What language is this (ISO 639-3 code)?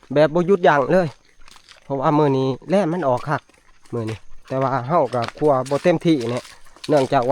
tts